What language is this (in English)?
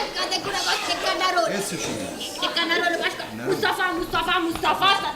Neapolitan